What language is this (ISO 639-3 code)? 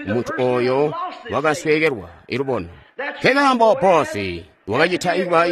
toi